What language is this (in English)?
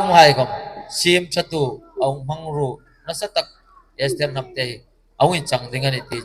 Hmar